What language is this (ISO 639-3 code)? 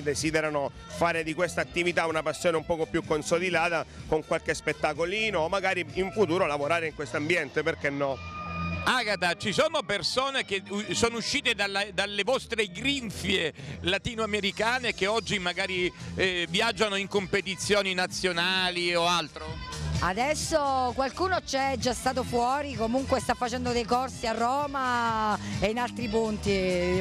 ita